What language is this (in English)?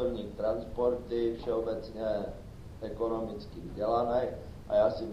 Czech